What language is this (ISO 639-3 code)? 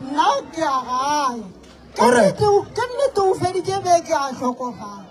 nso